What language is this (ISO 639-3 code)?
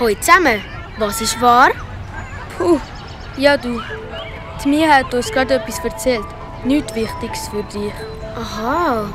gsw